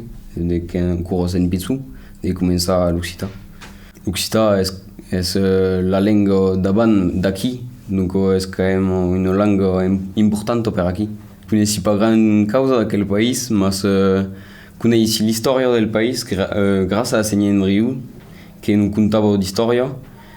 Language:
Occitan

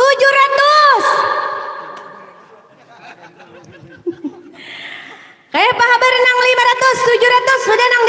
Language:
Banjar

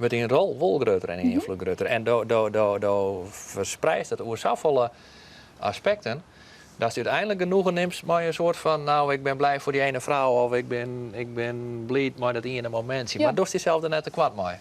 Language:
Western Frisian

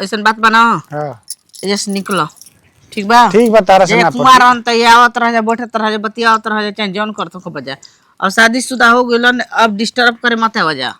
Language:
Bhojpuri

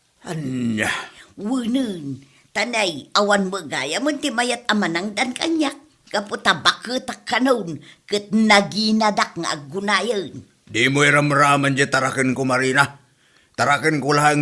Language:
Iloko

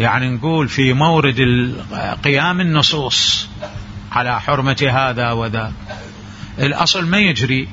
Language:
Mesopotamian Arabic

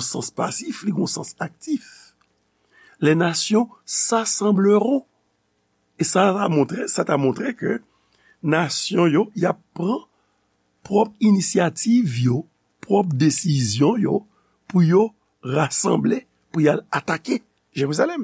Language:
Haitian Creole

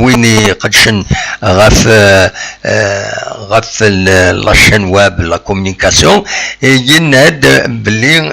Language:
Kabyle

